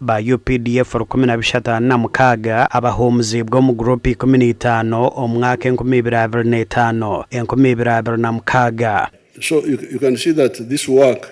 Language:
Nyankole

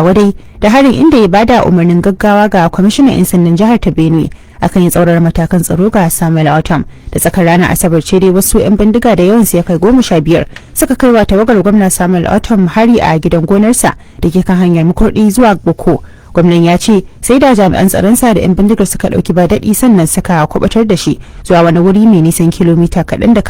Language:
Hausa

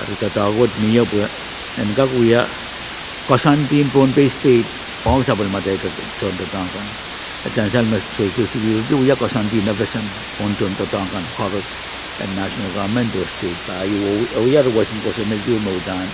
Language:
Pohnpeian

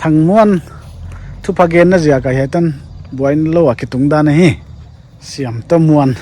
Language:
Paite Chin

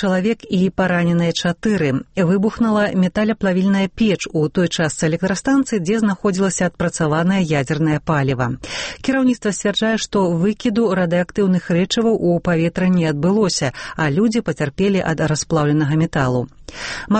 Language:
Belarusian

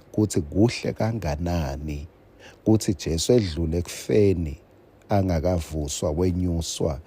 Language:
Swati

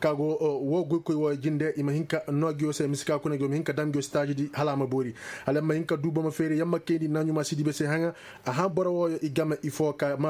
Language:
Koyraboro Senni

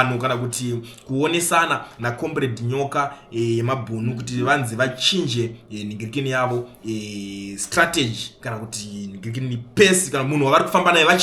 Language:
Shona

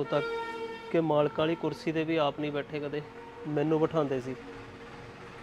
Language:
Punjabi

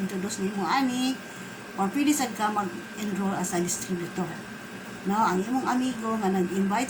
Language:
Cebuano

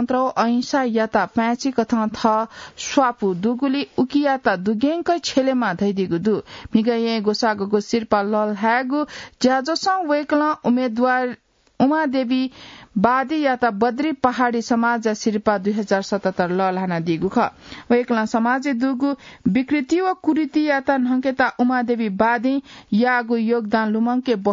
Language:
Newari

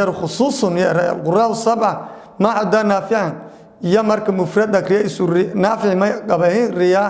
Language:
Somali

